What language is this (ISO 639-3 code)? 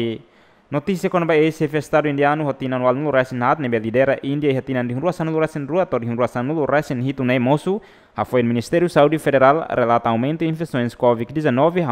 tet